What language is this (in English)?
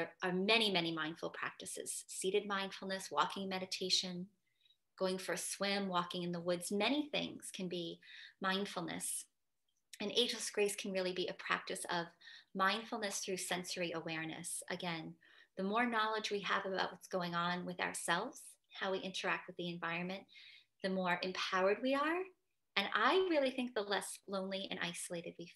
English